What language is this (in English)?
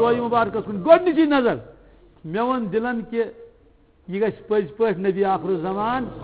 Kashmiri